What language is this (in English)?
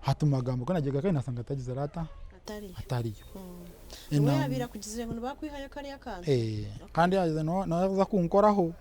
Nyankole